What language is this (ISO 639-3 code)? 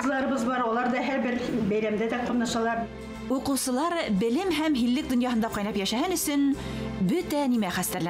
bak